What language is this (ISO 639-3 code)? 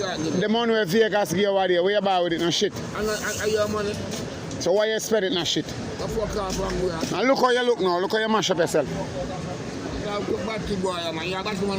jam